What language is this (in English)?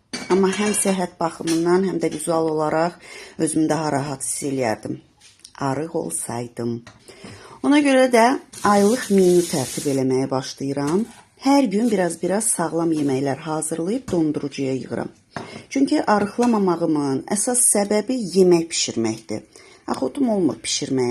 Azerbaijani